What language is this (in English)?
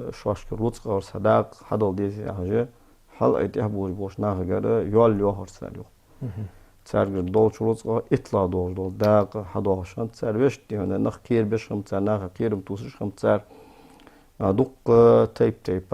Ingush